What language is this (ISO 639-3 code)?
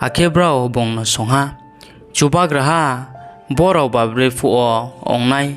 ria